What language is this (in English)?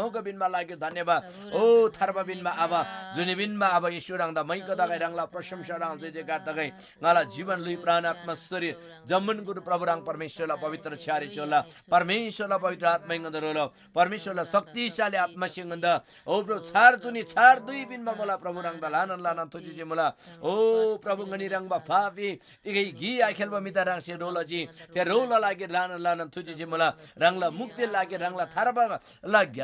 Eastern Tamang